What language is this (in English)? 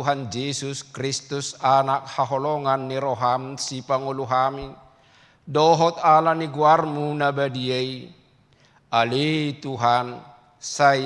Batak Toba